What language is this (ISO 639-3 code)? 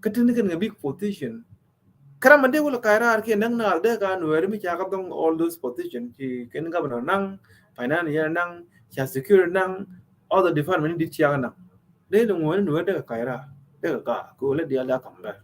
nus